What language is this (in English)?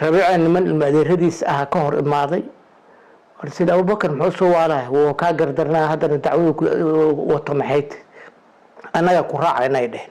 Somali